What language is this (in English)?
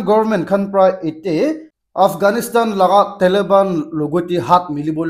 Naga Pidgin